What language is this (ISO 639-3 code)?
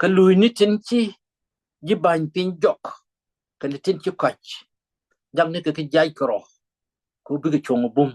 nus